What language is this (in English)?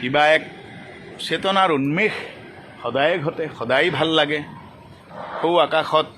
Assamese